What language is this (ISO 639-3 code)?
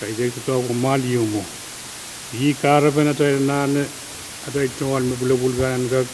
pon